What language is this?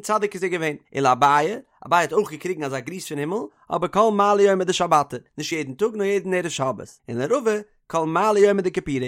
Yiddish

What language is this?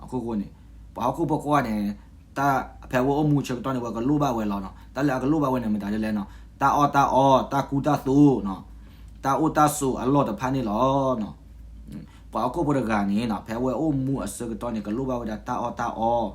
S'gaw Karen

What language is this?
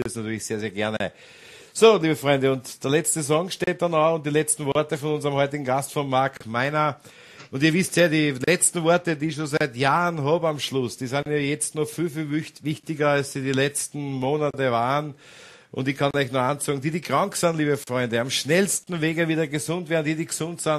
German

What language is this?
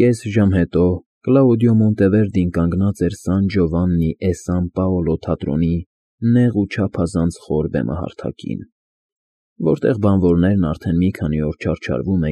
Armenian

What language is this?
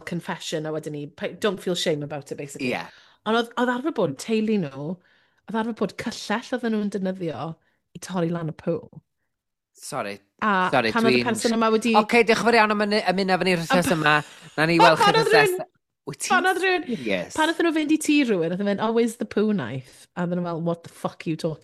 Welsh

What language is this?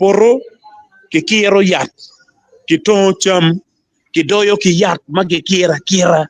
Acoli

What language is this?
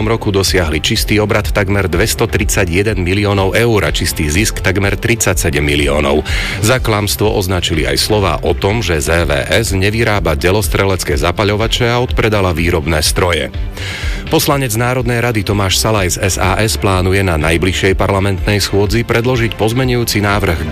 Slovak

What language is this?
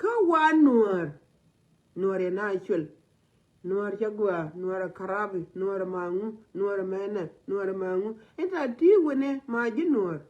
Nuer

